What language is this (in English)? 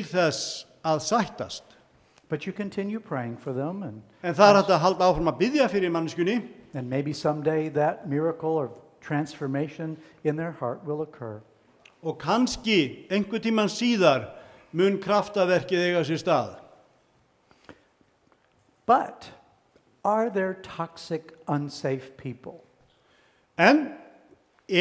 Icelandic